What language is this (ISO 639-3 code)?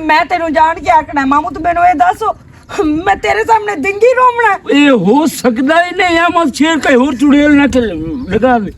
lah